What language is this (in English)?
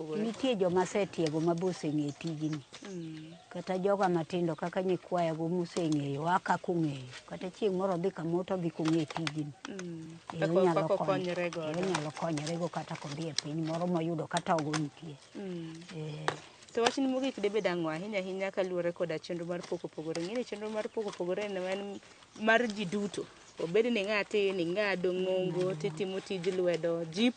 Luo (Kenya and Tanzania)